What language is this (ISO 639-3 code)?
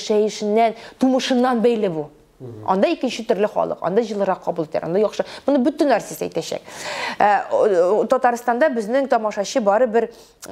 tat